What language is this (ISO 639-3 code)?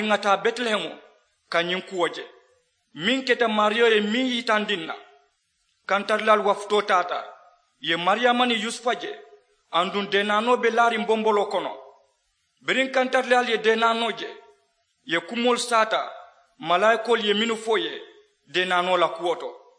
man